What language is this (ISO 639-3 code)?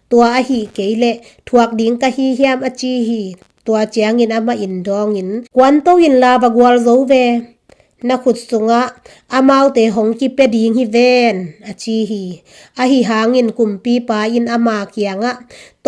ctd